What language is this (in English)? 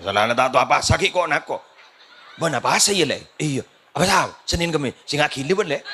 Madurese